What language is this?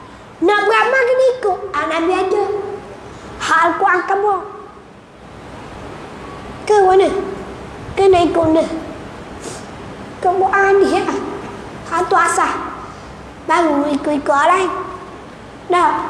Malay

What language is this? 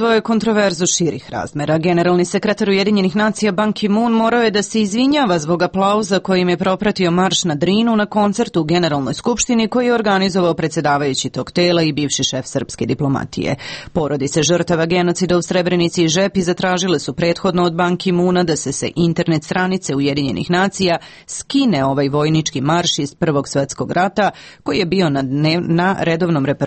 Serbian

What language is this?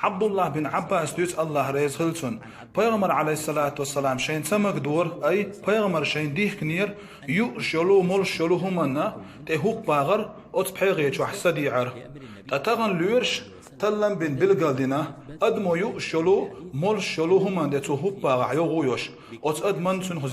Chechen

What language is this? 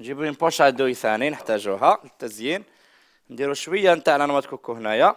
Algerian Arabic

